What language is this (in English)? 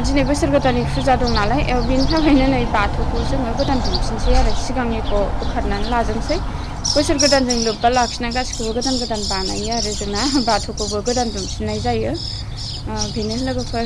Bodo